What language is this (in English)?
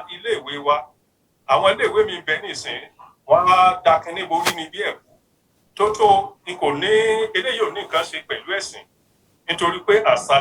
Yoruba